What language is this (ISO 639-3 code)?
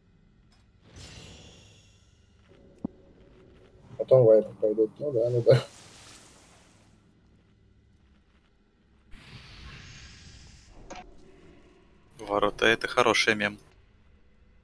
rus